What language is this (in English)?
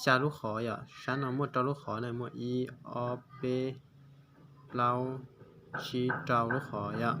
Hmong